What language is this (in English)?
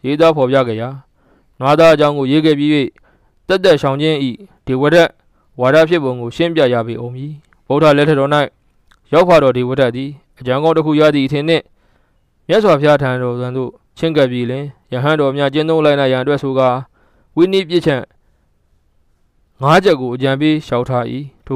Burmese